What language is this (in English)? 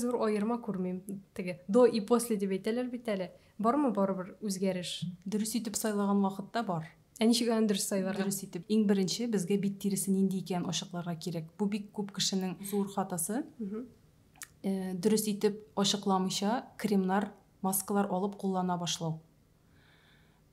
Tatar